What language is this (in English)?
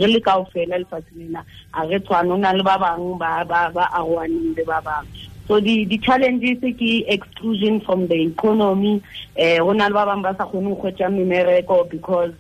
Tswana